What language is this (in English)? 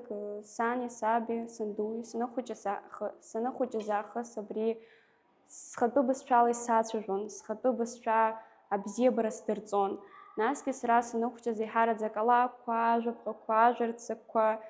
Abkhazian